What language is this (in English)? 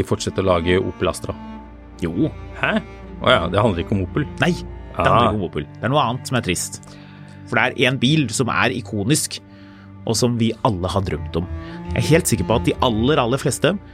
Norwegian